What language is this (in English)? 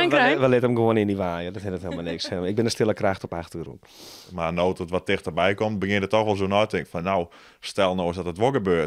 Western Frisian